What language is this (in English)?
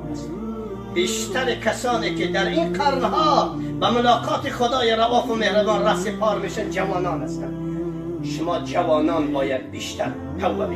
Tajik